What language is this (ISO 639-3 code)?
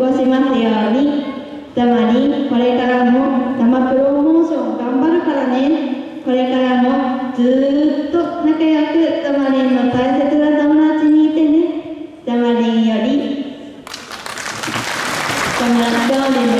jpn